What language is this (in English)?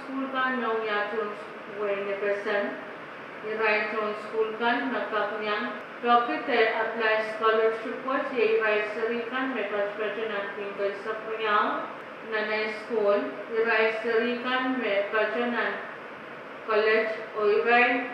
Pohnpeian